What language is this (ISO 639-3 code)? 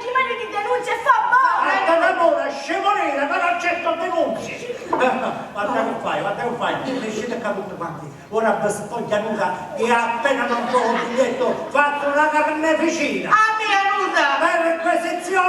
scn